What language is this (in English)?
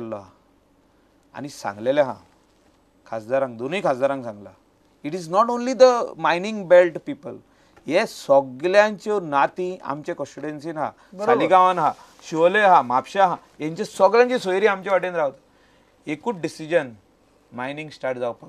Konkani